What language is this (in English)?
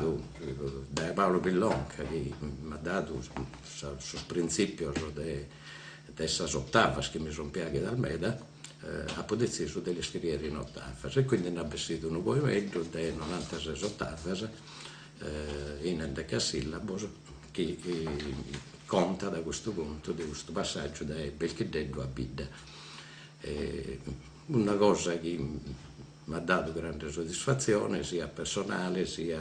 Sardinian